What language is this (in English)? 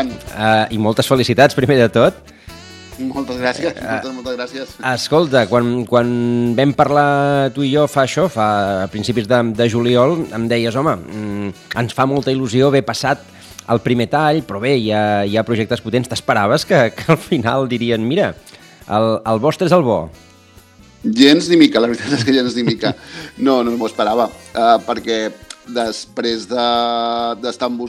Catalan